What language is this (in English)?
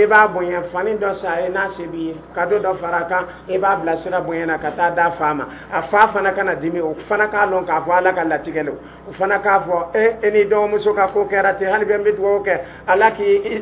Dyula